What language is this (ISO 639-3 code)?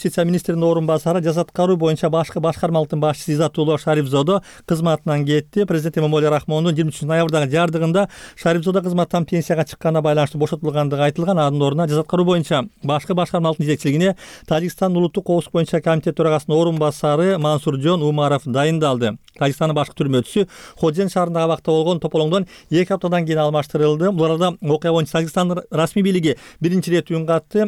kir